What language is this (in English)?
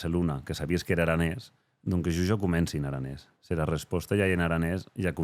Occitan